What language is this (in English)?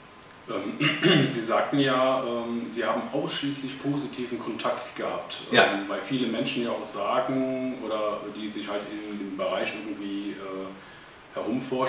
German